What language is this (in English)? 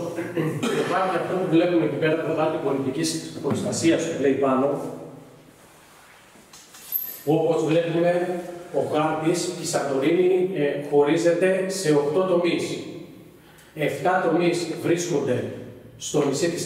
Greek